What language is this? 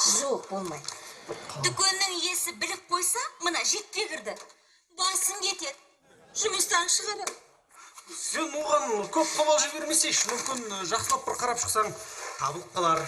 Kazakh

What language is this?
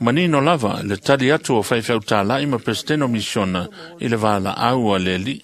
Samoan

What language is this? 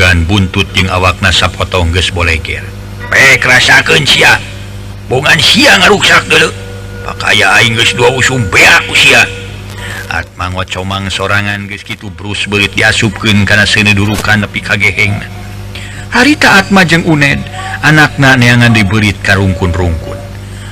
Sundanese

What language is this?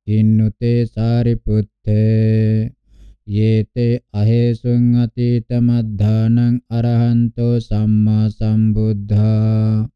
Pali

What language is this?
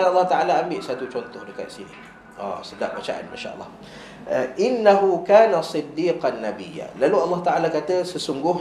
Malay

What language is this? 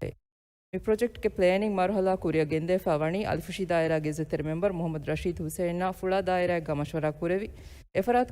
Divehi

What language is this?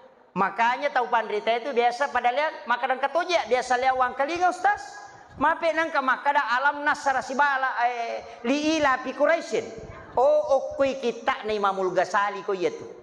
Buginese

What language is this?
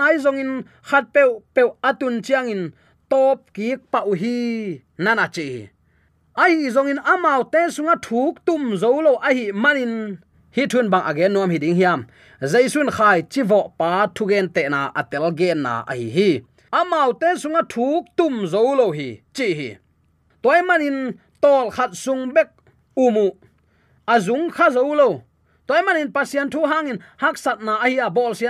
Tedim Chin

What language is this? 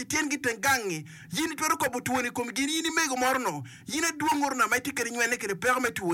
Acoli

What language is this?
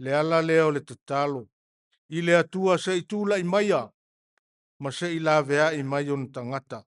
Samoan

